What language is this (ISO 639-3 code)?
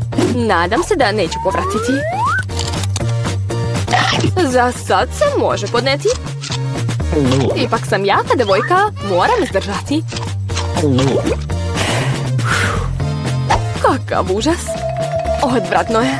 srp